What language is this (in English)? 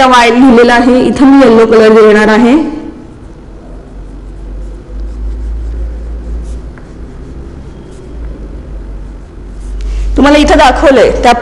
Marathi